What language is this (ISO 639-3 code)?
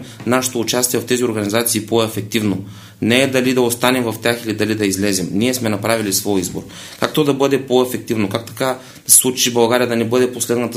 bul